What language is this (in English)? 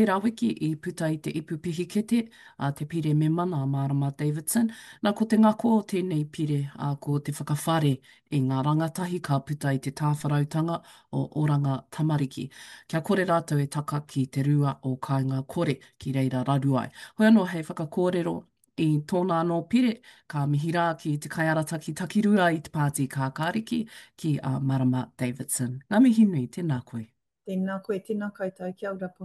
Māori